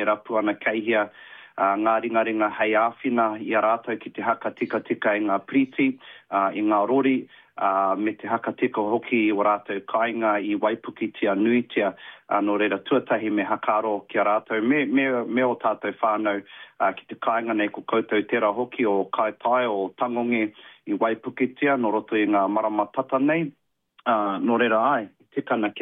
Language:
Māori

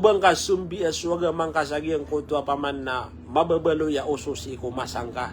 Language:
Maranao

